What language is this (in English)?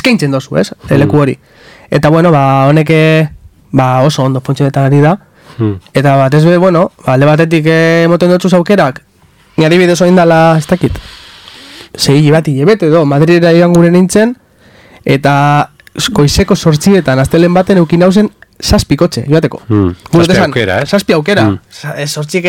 Basque